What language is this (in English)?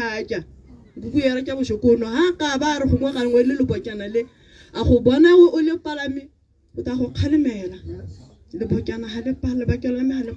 Tswana